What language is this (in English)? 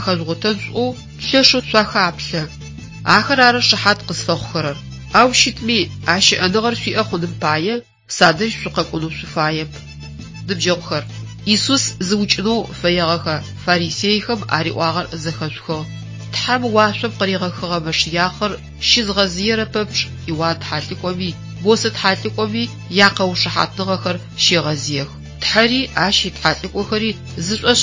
Adyghe